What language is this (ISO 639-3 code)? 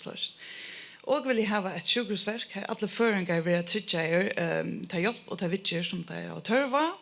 fao